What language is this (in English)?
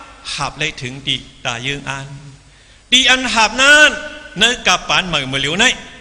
Shan